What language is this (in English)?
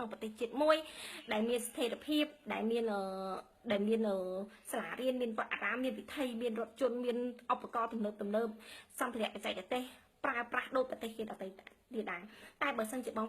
Khmer